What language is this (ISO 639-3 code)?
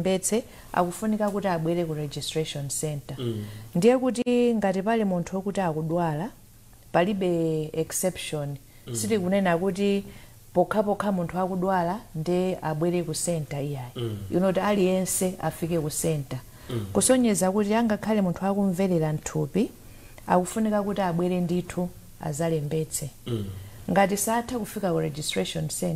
nya